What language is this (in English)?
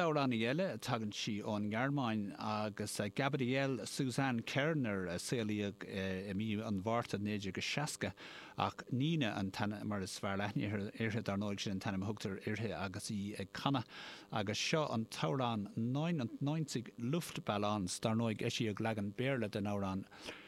Irish